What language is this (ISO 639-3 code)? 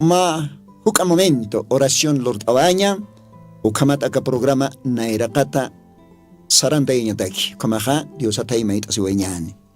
aym